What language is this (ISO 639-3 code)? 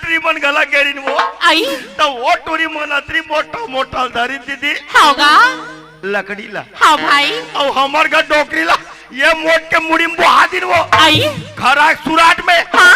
hne